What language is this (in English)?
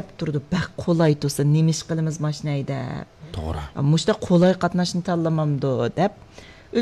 Uyghur